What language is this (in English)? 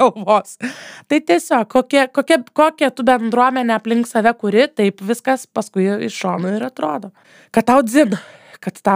Lithuanian